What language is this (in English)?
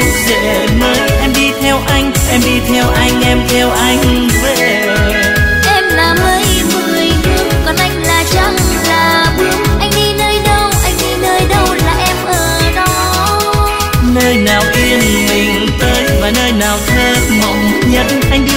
Vietnamese